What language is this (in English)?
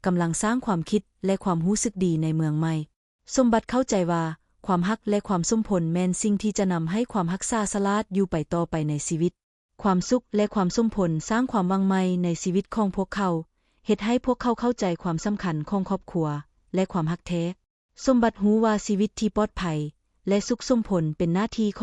Lao